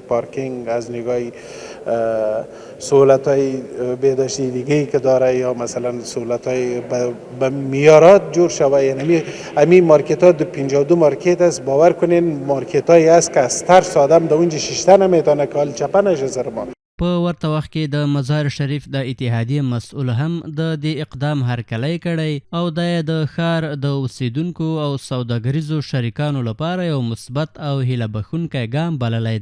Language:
Pashto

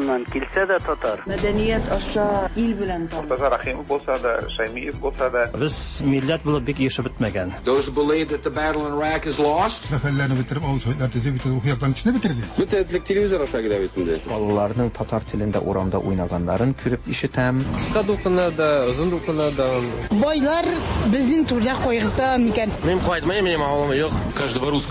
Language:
Tatar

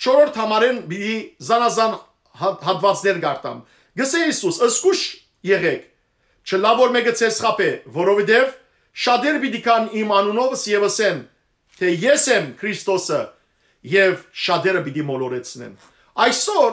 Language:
Western Armenian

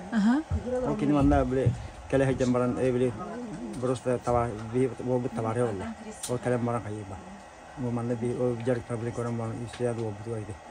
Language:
Yakut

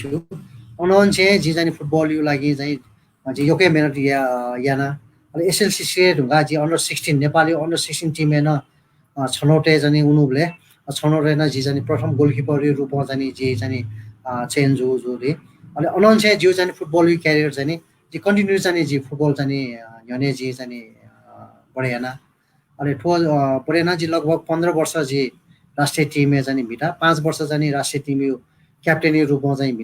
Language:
Newari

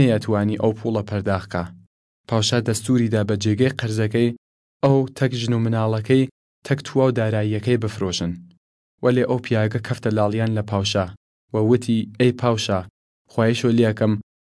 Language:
Southern Kurdish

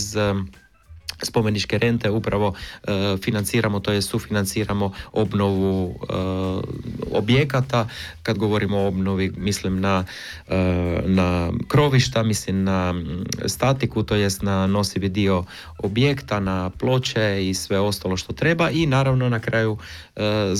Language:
Croatian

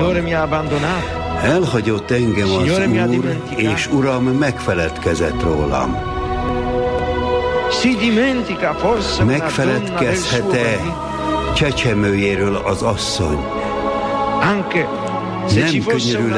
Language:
Hungarian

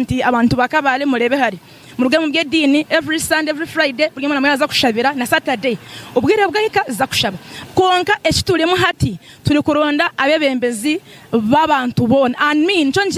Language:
Nyankole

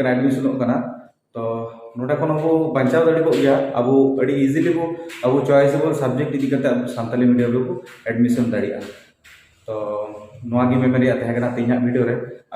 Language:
Santali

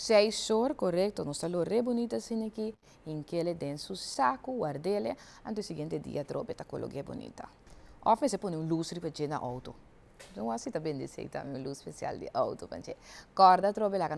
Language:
Papiamento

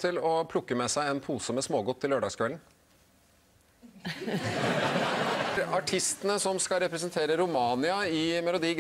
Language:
Norwegian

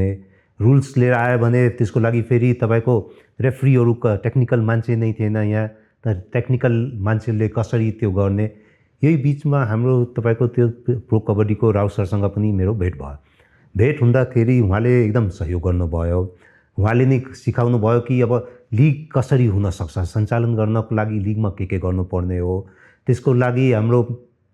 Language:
Nepali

